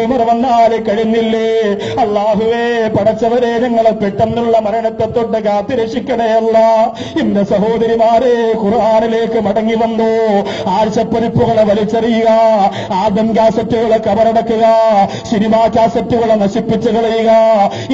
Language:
Malayalam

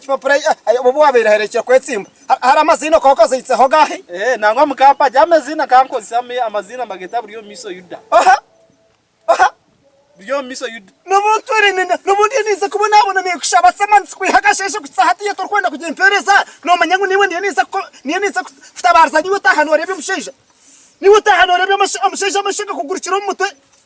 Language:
Nyankole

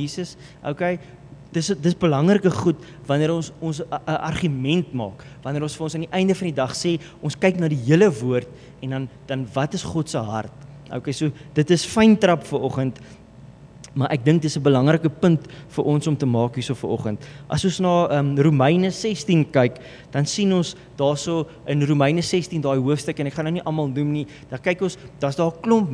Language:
Afrikaans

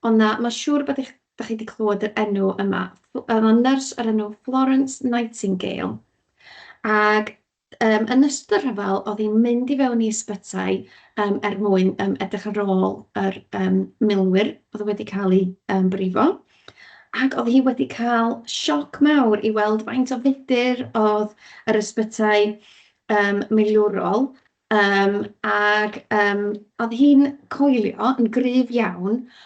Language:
Welsh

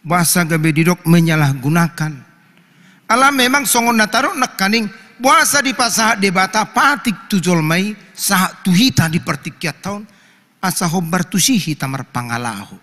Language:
Batak Toba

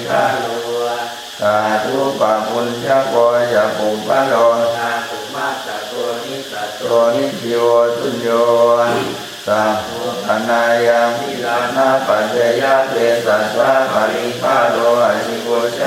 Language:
Pali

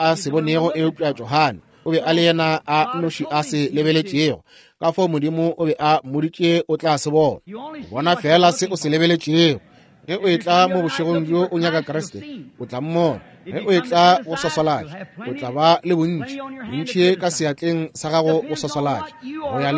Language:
Northern Sotho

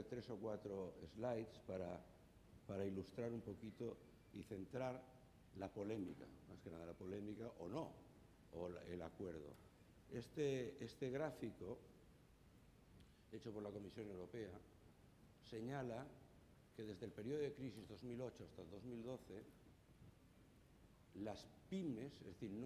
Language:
Spanish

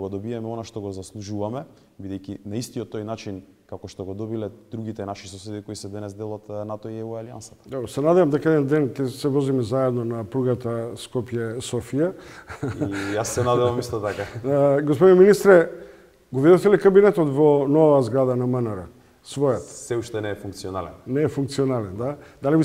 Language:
Macedonian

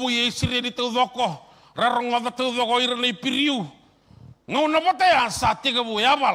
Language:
Fijian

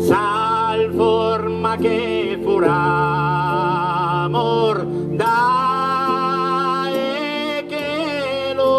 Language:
Sardinian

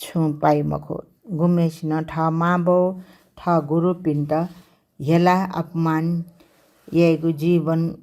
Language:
Newari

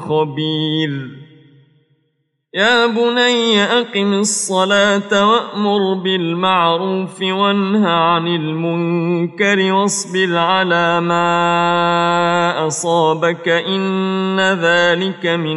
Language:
Arabic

